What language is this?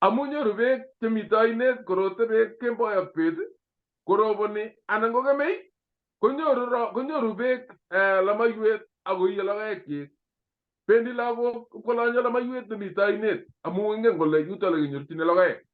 Kalenjin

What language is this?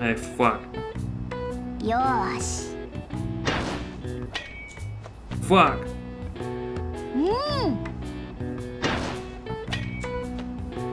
Russian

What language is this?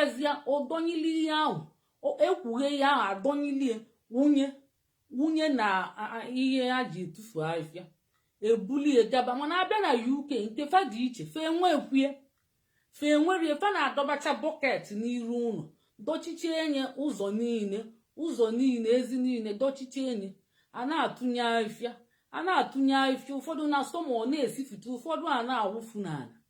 Igbo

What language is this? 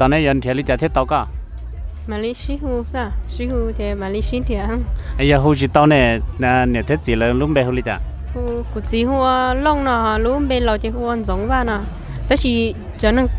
Vietnamese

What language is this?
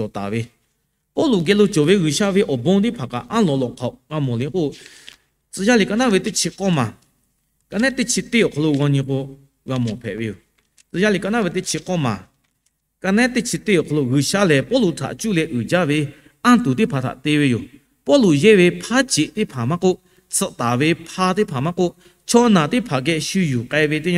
Lahu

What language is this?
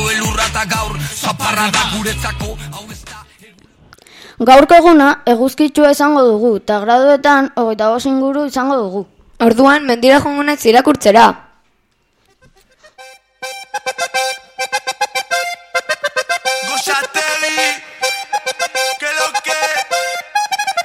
Basque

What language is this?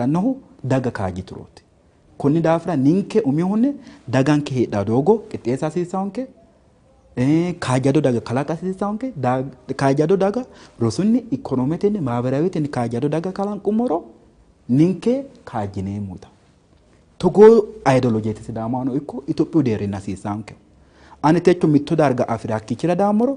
Sidamo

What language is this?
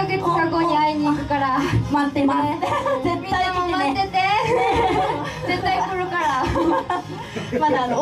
Japanese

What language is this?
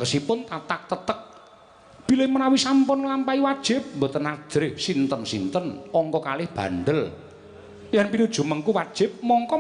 Javanese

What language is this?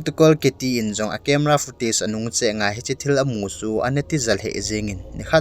Thado Chin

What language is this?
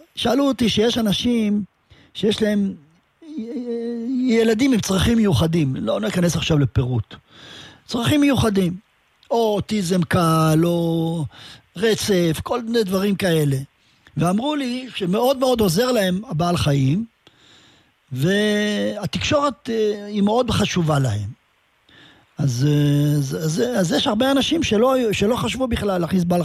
Hebrew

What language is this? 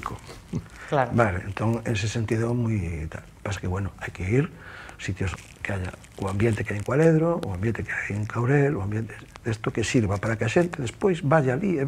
Galician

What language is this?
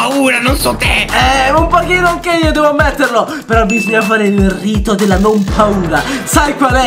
Italian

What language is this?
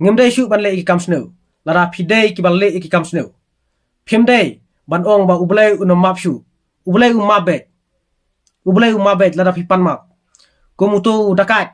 Khasi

